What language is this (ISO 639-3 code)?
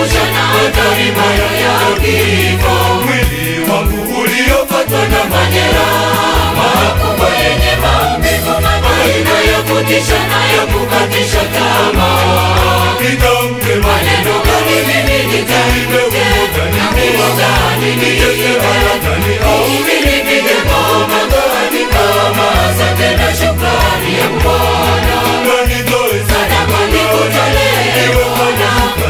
swa